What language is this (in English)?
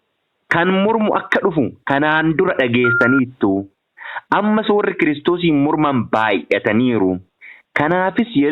Oromo